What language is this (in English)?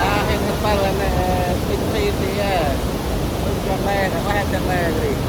Central Mnong